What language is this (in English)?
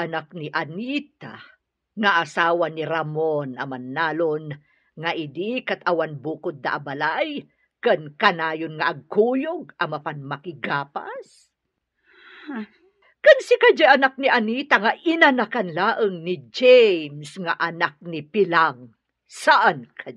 Iloko